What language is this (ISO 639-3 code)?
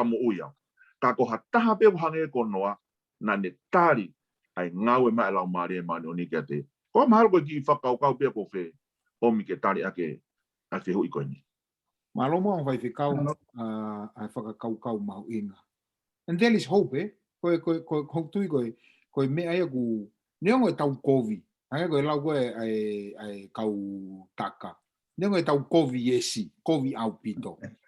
ton